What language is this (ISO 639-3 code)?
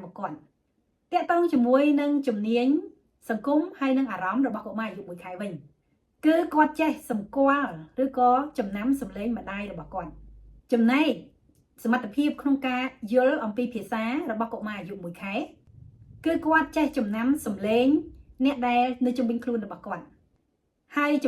khm